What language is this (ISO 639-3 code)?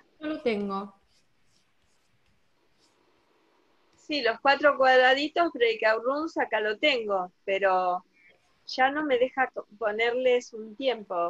spa